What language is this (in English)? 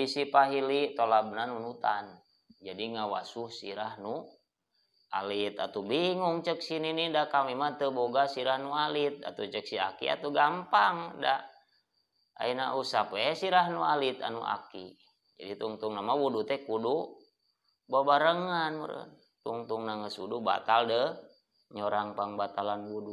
Sundanese